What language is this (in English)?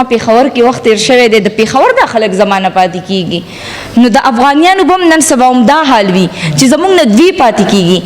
Pashto